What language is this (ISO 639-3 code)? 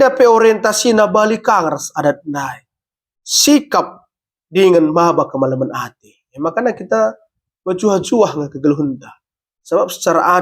btx